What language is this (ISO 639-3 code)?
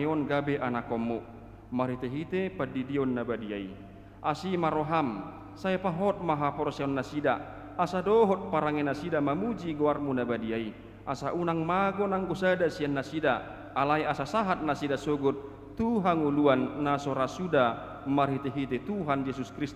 bbc